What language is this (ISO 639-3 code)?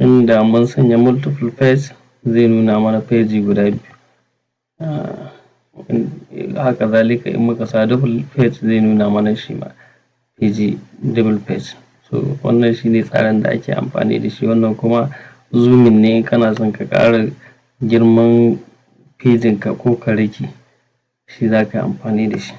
hau